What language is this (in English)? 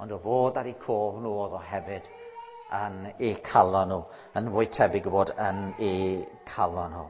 Welsh